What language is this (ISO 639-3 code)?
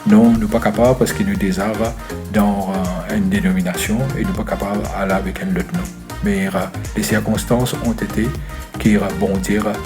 mfe